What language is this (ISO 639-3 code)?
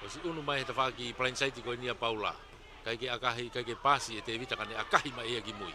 ton